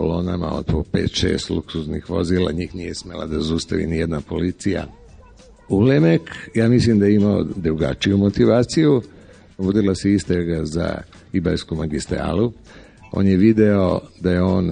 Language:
Serbian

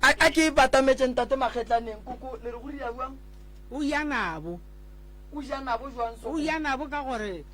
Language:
Northern Sotho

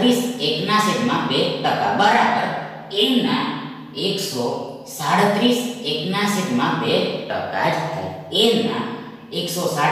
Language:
Gujarati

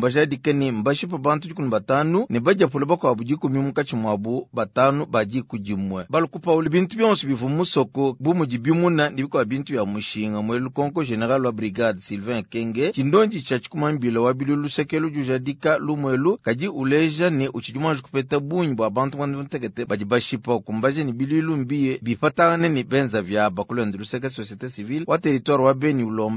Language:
Luba-Lulua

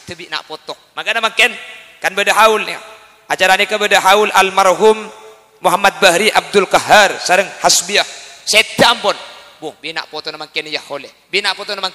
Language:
Madurese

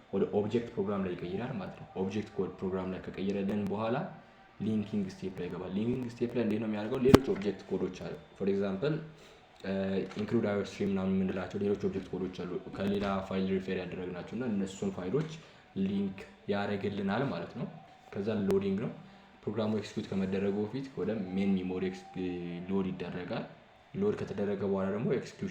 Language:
Amharic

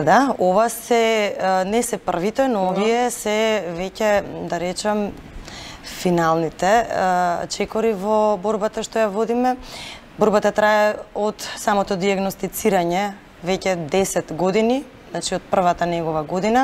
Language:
Macedonian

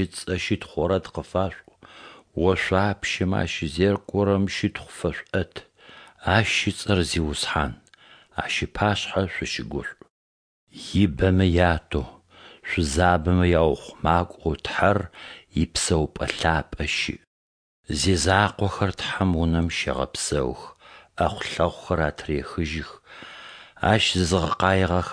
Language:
Adyghe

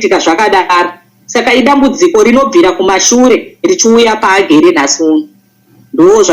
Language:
Shona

